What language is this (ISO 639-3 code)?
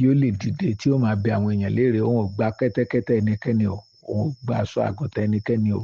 yor